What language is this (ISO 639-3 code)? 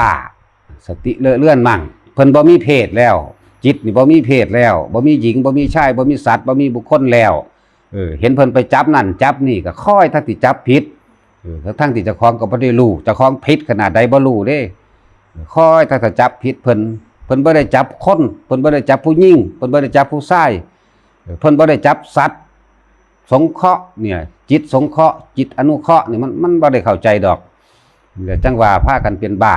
tts